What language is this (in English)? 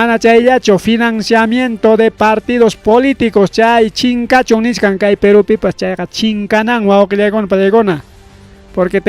Ayacucho Quechua